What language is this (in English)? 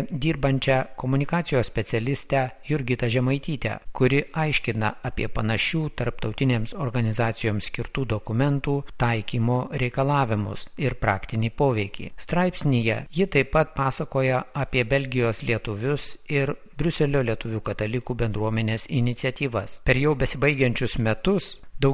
Lithuanian